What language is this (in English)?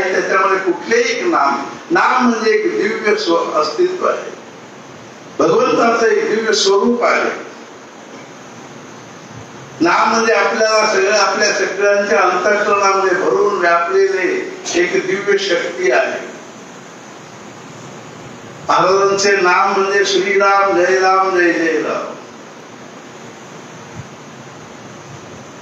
Marathi